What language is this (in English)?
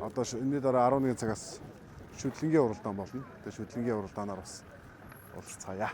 Mongolian